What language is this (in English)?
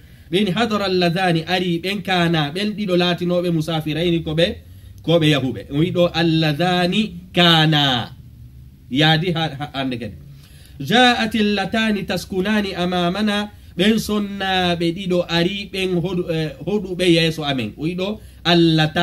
Pular